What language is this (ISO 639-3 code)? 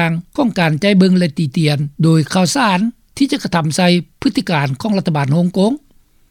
lao